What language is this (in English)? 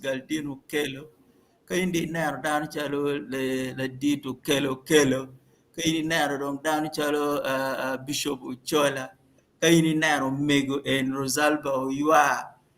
Acoli